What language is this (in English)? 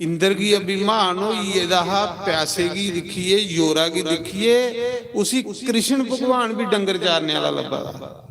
Dogri